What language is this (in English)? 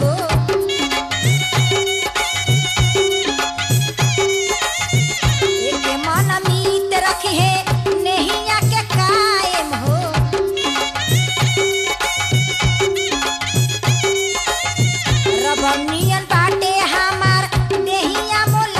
Bhojpuri